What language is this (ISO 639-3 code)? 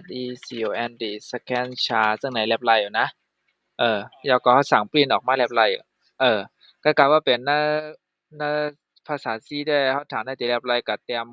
shn